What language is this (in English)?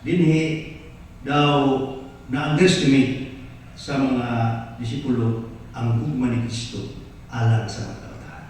Cebuano